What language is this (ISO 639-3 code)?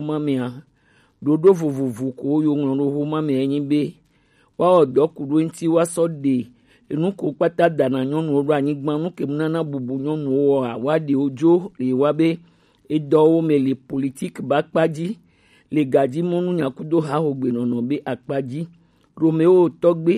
gej